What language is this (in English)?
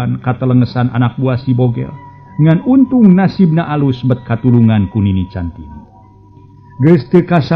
Sundanese